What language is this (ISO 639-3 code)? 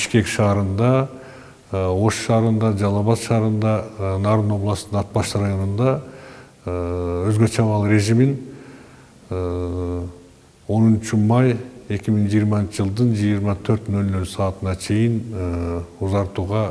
kir